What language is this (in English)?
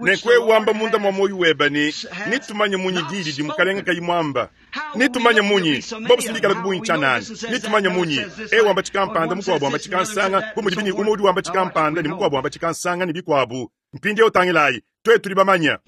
Luba-Lulua